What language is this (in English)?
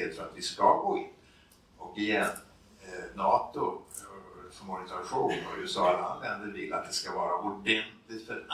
Swedish